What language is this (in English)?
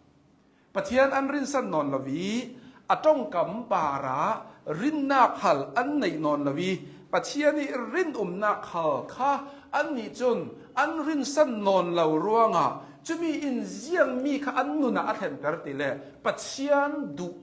Hakha Chin